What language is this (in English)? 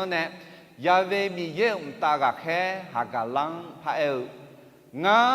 Akha